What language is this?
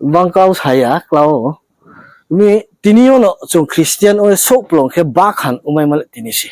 Riang (India)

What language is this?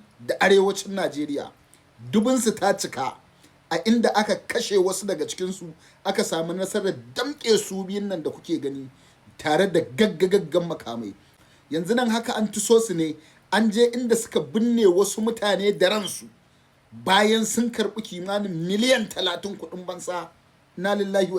Hausa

